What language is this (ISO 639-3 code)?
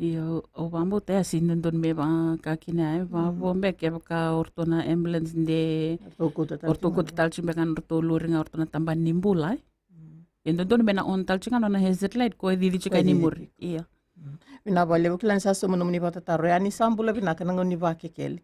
fij